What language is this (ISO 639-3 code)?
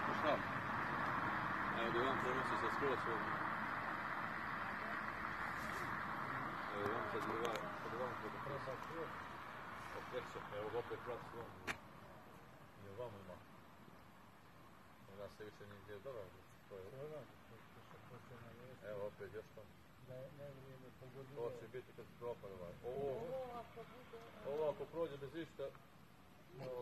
bos